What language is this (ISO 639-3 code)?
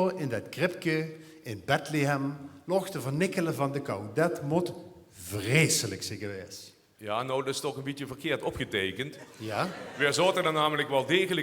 lim